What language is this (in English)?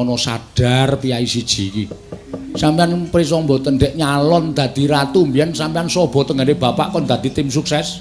Javanese